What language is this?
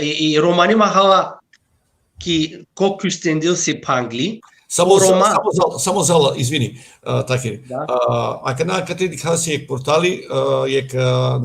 Balkan Romani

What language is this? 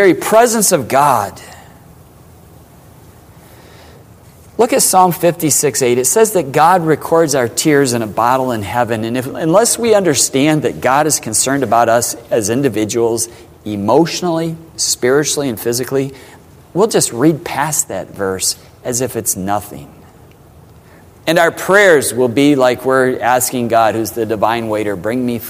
English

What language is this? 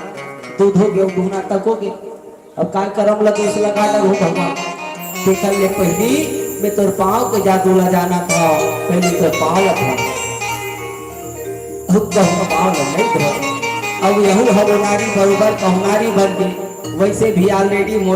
Chhattisgarhi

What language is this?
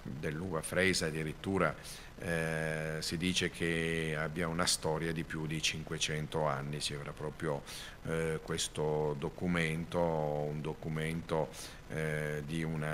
Italian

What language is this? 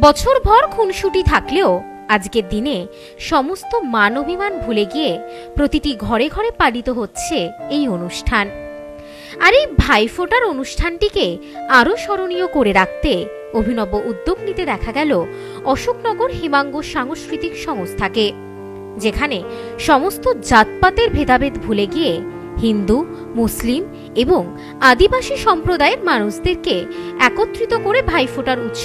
Bangla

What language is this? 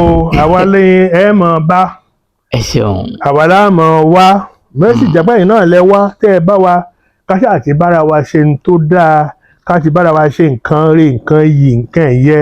Yoruba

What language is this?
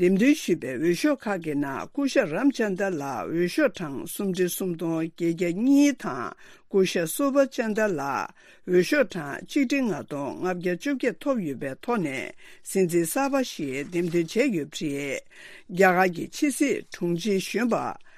Tibetan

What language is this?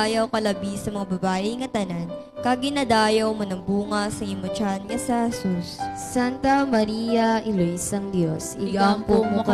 Hiligaynon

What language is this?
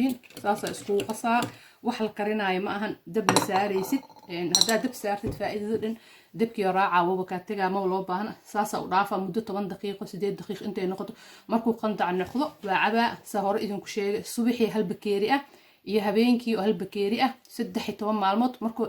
Somali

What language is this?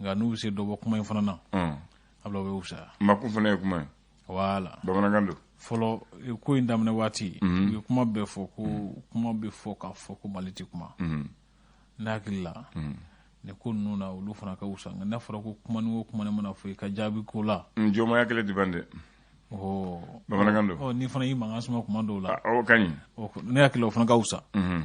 Bambara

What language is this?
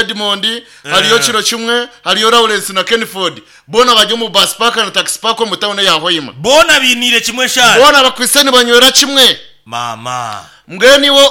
Nyankole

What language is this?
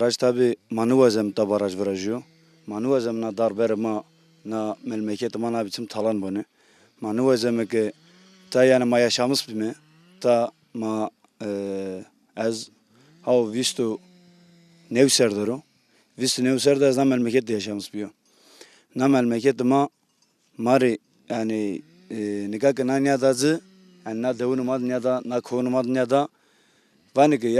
Zaza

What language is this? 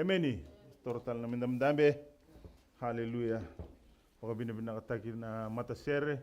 Fijian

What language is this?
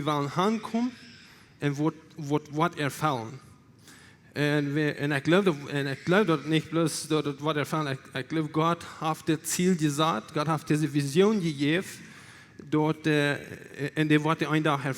Plautdietsch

